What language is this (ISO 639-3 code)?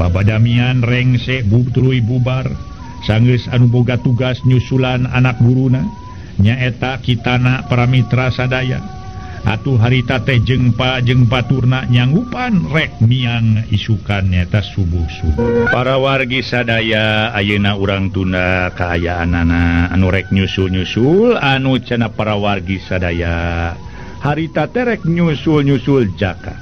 sun